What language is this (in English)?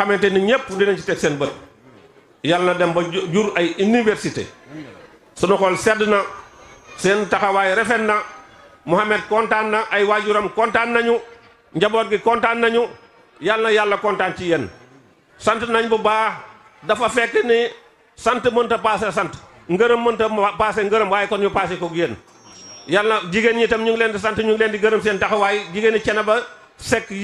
Wolof